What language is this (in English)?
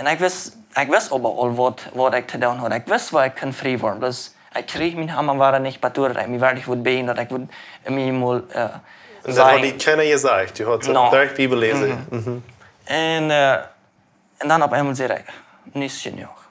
Plautdietsch